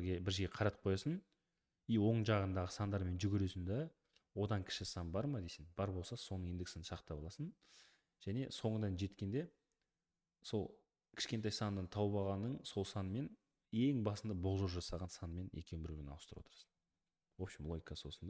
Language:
Kazakh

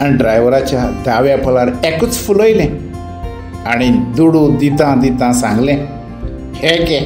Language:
Konkani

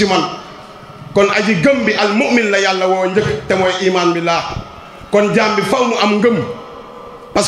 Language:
Wolof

